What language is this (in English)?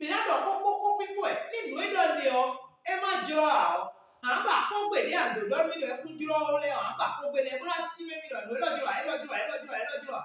Fon